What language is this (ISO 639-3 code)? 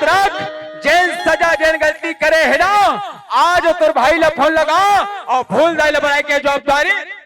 hne